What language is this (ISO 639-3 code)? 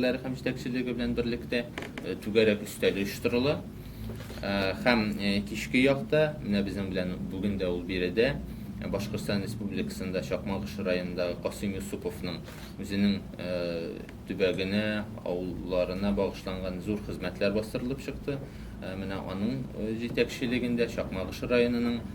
tat